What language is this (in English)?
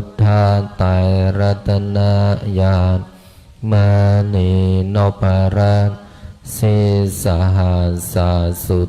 Pali